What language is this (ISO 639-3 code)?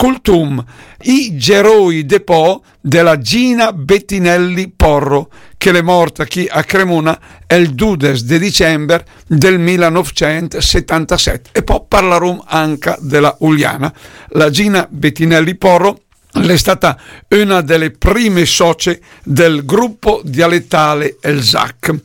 lmo